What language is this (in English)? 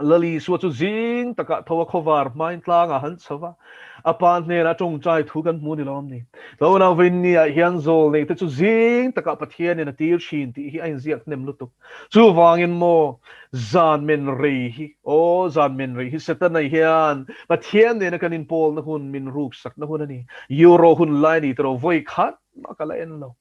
Mizo